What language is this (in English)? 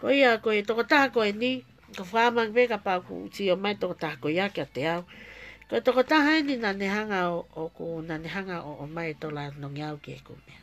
Tongan